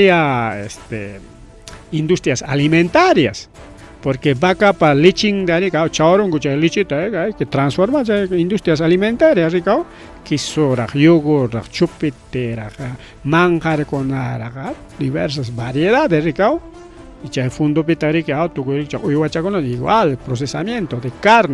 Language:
Ayacucho Quechua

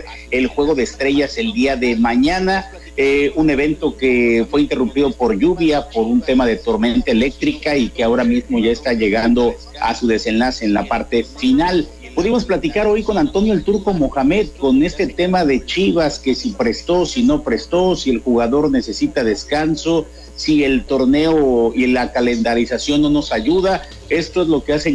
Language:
Spanish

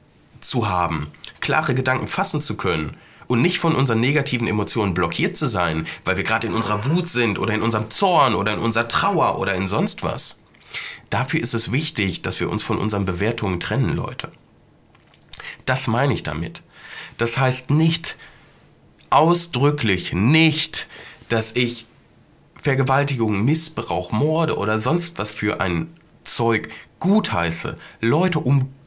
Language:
German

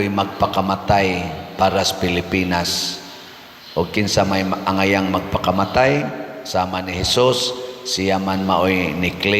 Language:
Cebuano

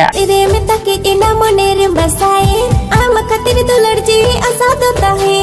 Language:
Santali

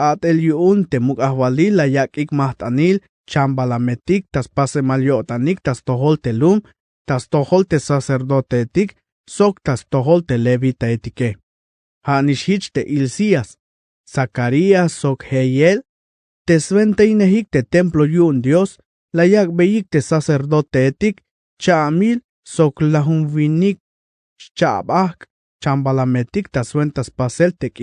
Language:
Tzeltal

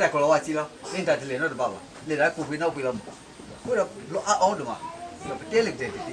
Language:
S'gaw Karen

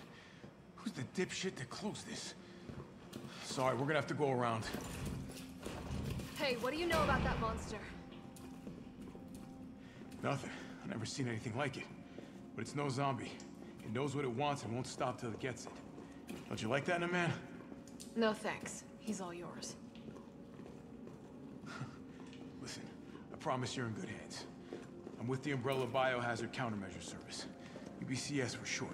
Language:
English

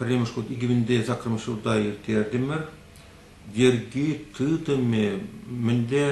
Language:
Chuvash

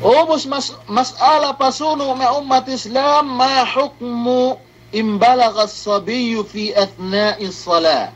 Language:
Yakan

